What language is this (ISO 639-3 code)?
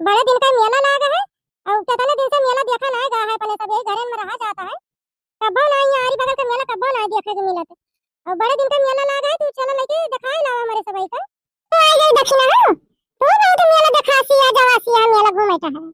awa